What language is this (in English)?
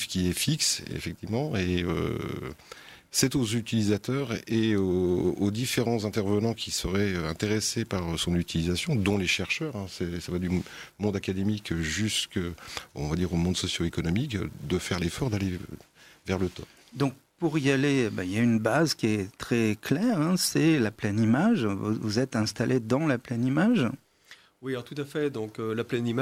French